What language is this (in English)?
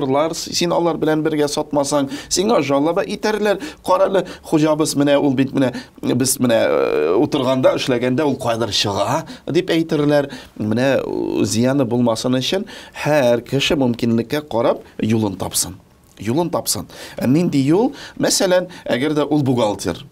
Tatar